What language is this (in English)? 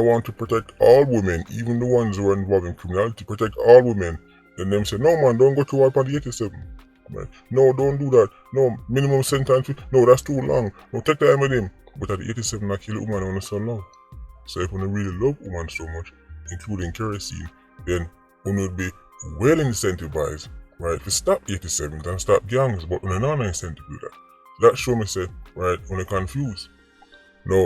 Jamaican Creole English